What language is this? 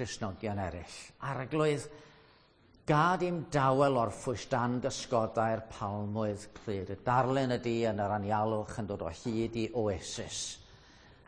Welsh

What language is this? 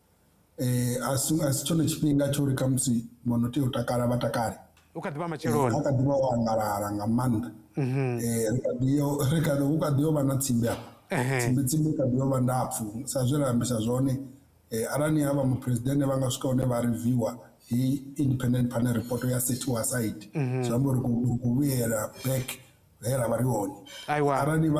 Venda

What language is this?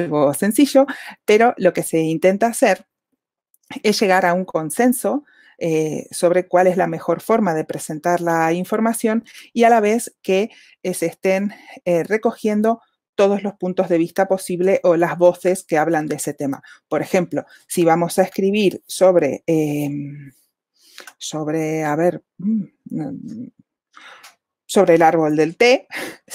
Spanish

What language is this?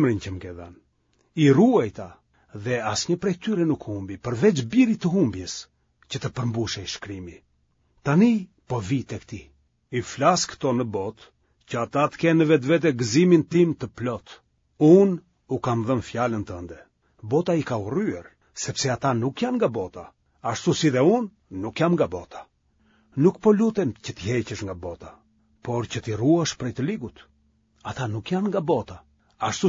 Albanian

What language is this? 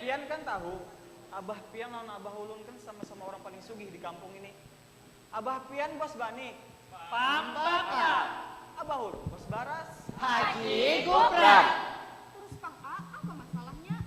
Banjar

